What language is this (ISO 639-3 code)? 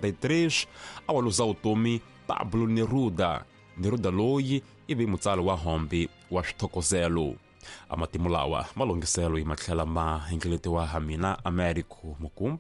tso